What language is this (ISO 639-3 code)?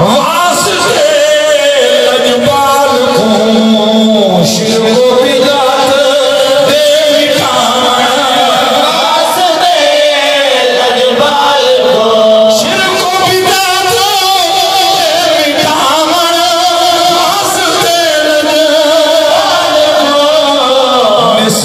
skr